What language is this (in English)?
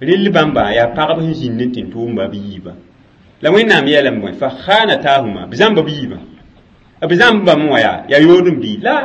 Mossi